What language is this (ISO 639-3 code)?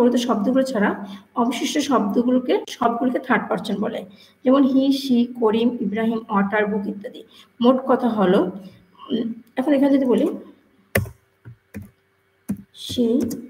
ben